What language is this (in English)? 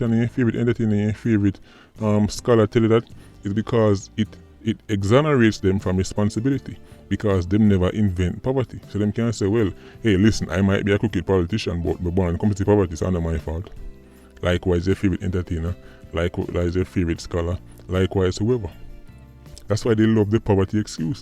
Jamaican Creole English